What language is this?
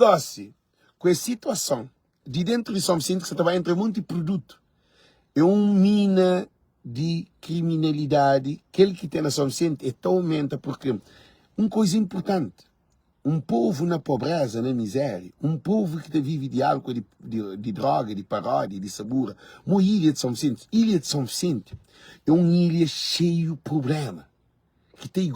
Kabuverdianu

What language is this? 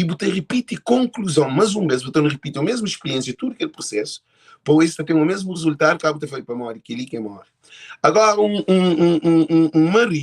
Kabuverdianu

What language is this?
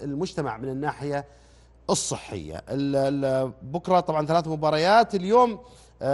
Arabic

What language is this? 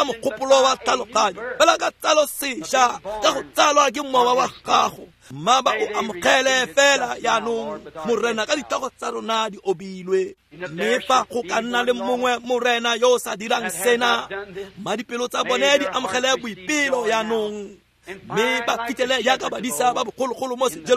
Tswana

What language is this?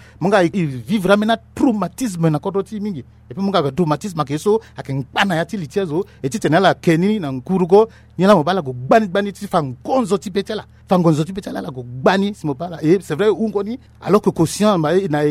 Sango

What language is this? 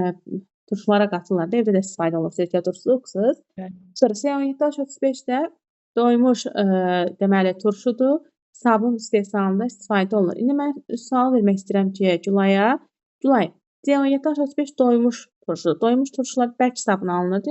Azerbaijani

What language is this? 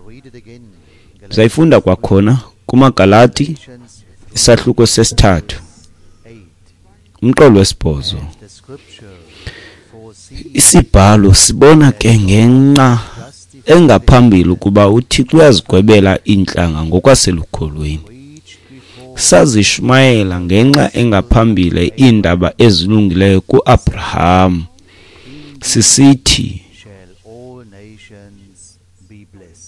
Xhosa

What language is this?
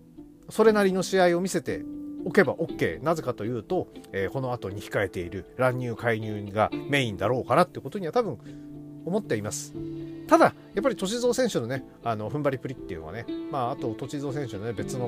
Japanese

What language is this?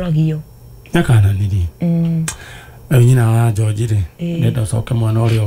Kikuyu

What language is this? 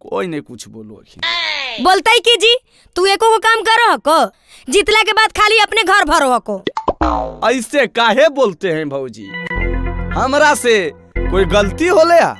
Magahi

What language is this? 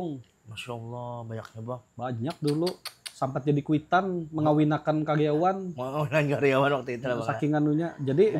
Banjar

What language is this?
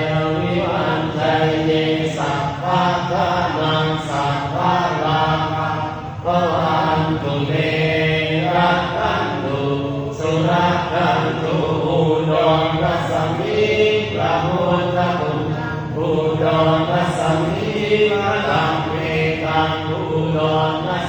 Pali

